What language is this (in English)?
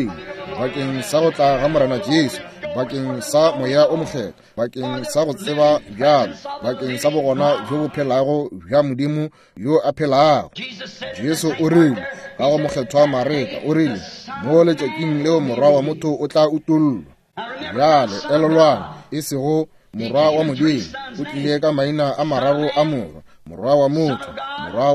Northern Sotho